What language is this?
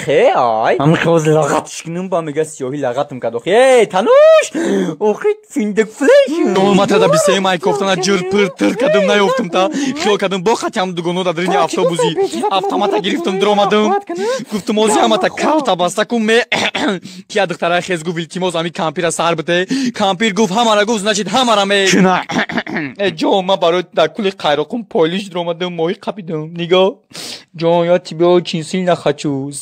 Tajik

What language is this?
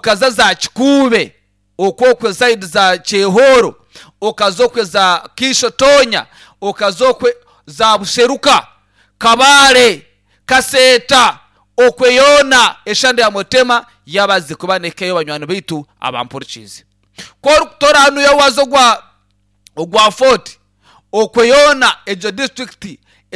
Nyankole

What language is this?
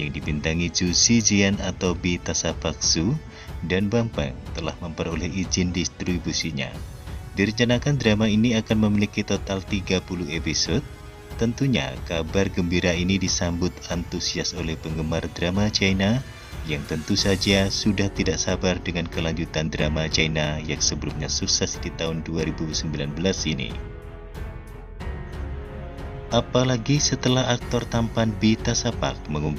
Indonesian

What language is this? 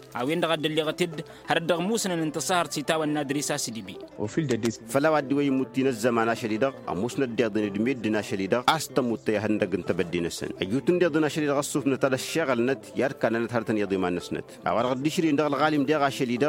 Tamasheq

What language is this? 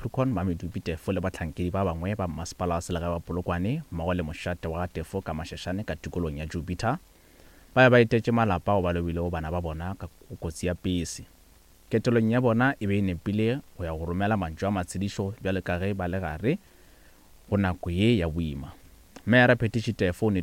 Northern Sotho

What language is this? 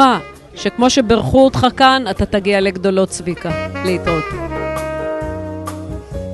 Hebrew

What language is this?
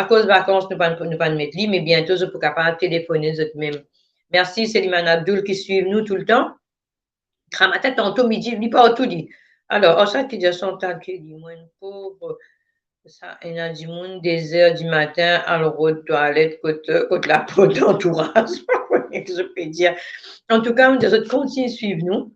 Morisyen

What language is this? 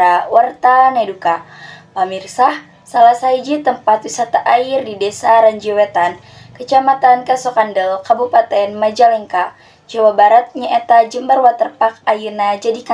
Sundanese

